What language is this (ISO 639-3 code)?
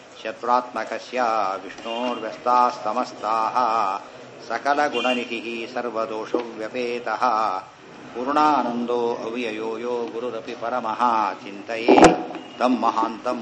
kan